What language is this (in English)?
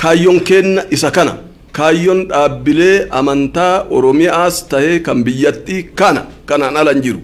Oromo